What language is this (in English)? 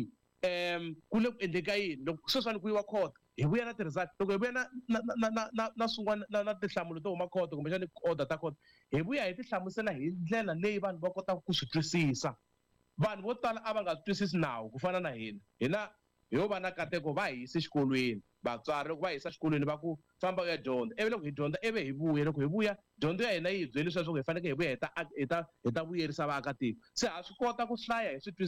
Tsonga